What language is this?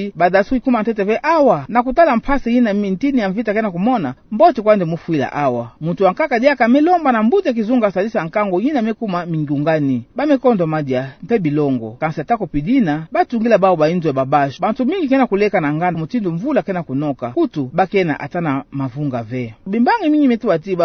Kituba (Democratic Republic of Congo)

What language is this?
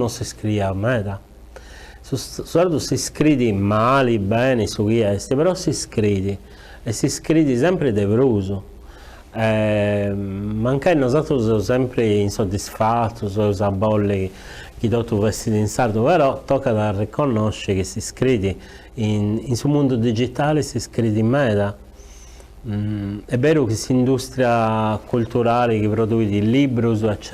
Sardinian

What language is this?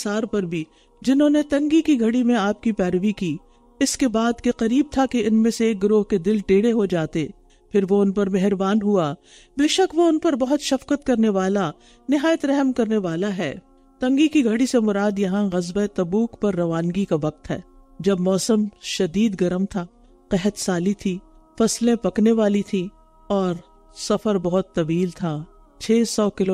Urdu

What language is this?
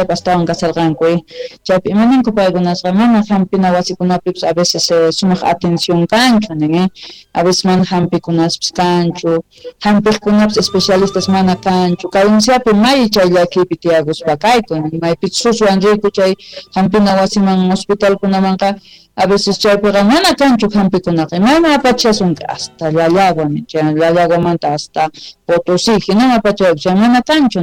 South Bolivian Quechua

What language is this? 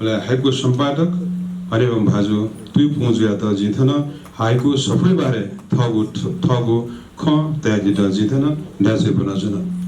Newari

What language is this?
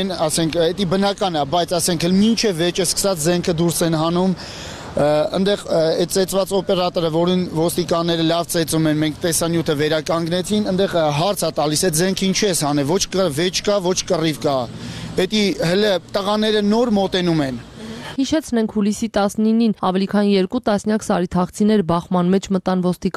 Armenian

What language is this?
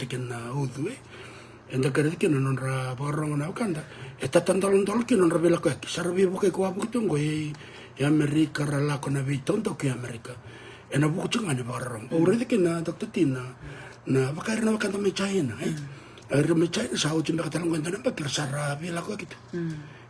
Fijian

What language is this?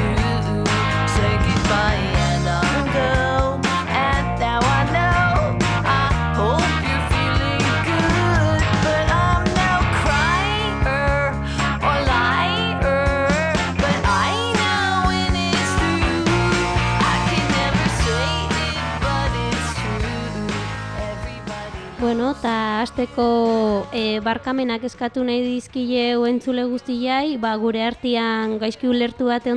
Basque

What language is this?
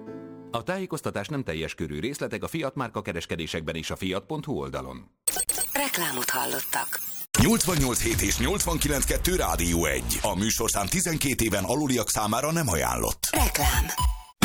Hungarian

